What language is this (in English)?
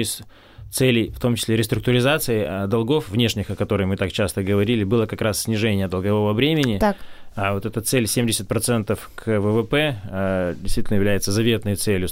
Russian